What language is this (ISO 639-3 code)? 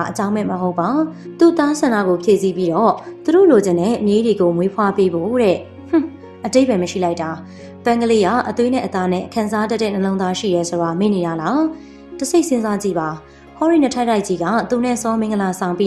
mya